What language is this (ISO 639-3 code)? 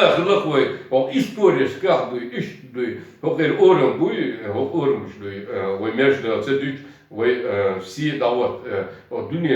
che